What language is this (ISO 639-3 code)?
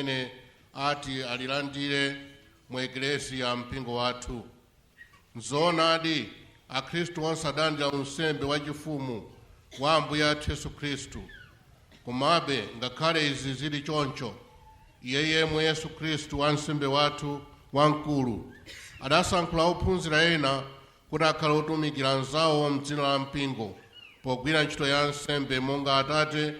nya